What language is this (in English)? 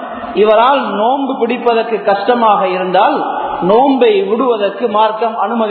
Tamil